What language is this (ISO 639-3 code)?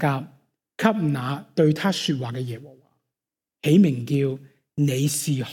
yue